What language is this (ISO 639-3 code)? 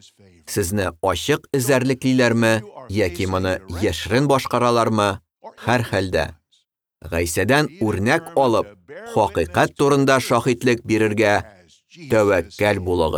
tat